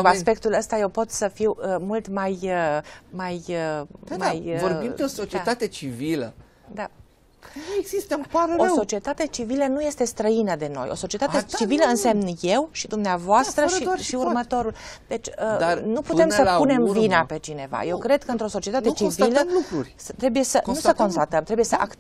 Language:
Romanian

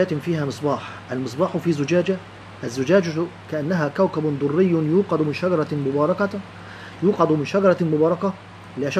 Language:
Egyptian Arabic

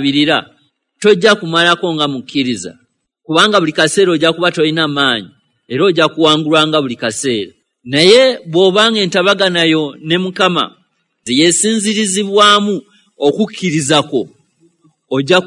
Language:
Ganda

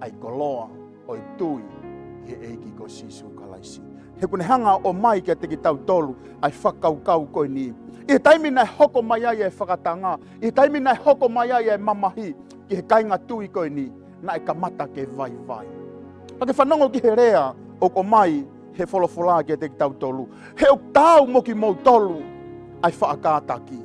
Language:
Tongan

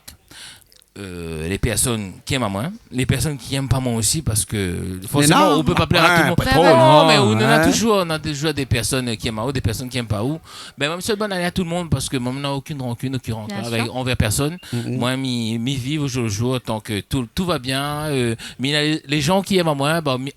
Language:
Réunion Creole French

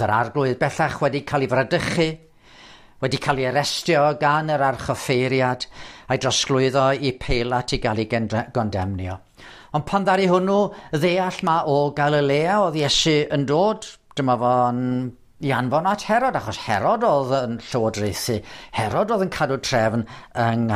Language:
Welsh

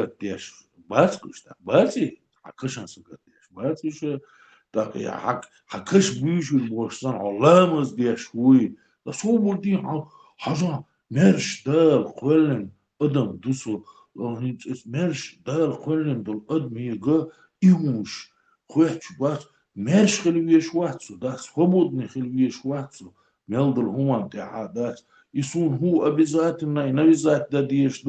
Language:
Chechen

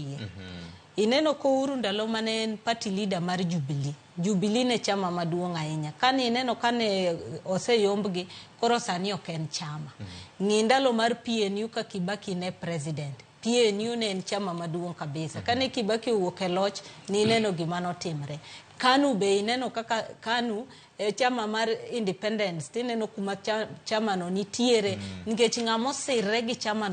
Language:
Luo (Kenya and Tanzania)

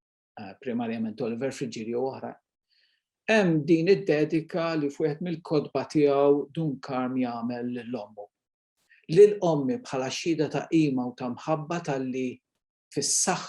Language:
Maltese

